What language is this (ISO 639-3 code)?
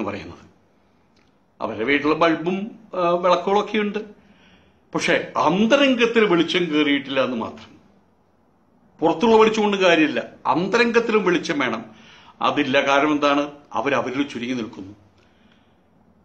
mal